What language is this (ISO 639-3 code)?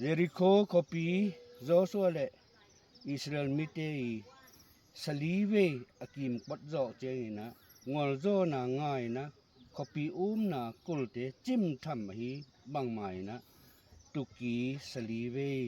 ctd